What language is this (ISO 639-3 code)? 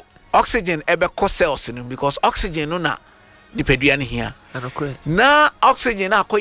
aka